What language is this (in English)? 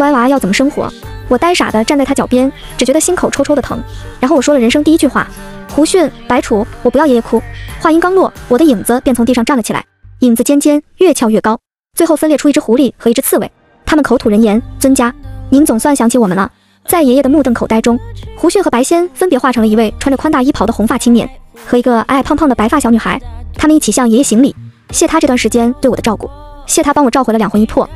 Chinese